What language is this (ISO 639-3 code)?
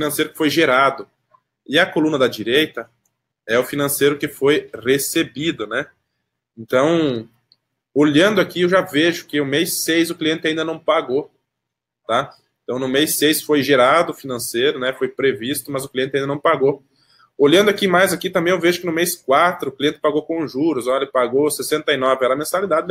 por